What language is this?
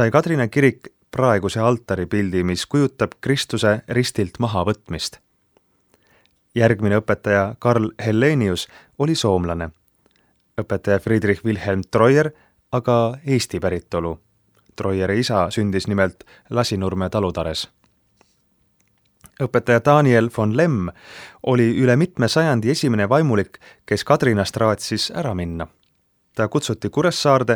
Estonian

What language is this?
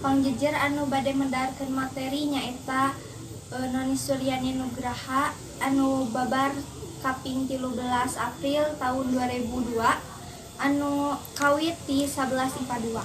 Sundanese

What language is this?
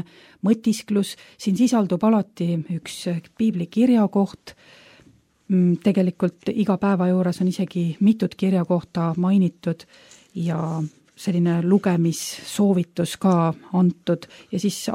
Estonian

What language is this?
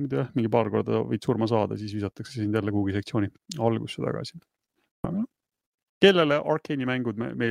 Estonian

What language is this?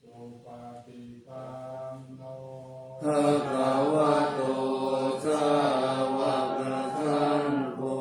Pali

